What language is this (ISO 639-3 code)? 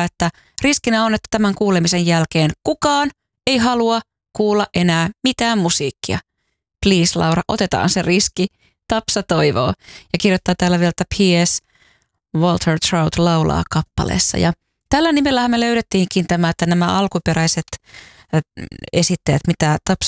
fin